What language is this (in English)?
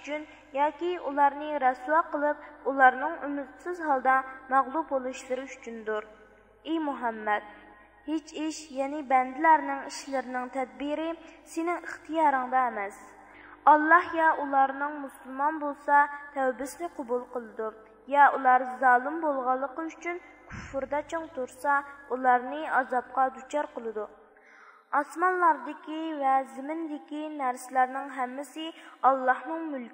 Uyghur